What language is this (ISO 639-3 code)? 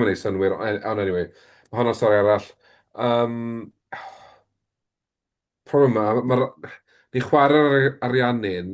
cym